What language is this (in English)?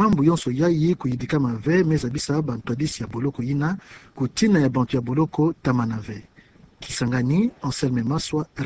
Kituba (Democratic Republic of Congo)